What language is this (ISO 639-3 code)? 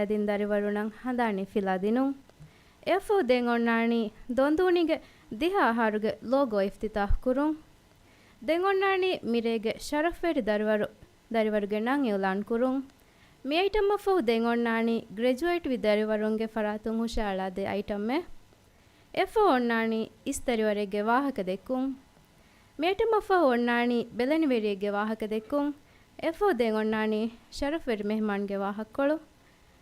div